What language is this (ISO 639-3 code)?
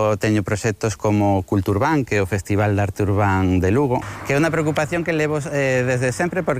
glg